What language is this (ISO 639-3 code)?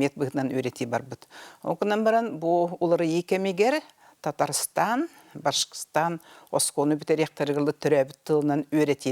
sah